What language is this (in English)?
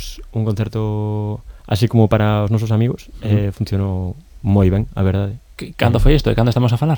Galician